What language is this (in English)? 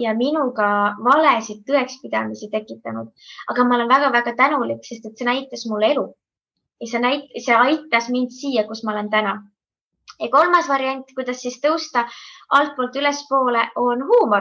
Estonian